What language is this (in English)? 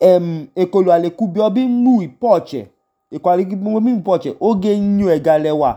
Idoma